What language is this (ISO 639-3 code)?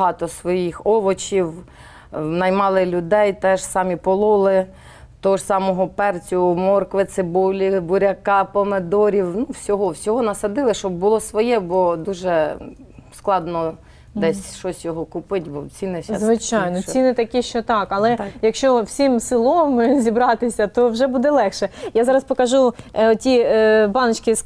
ukr